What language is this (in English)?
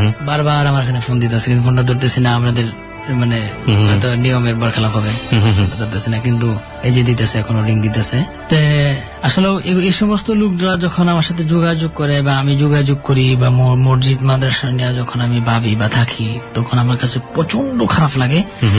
Bangla